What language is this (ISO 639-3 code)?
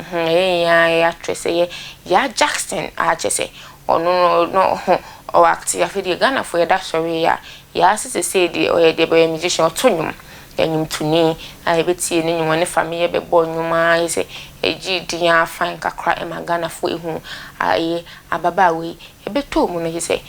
aka